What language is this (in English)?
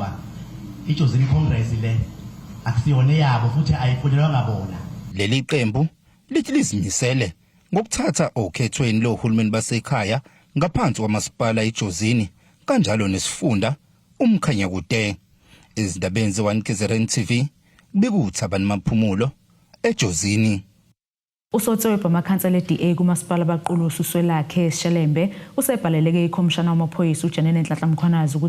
Zulu